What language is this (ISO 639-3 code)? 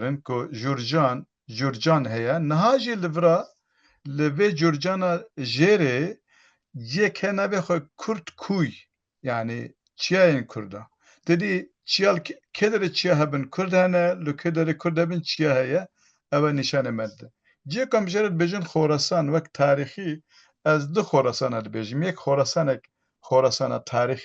kur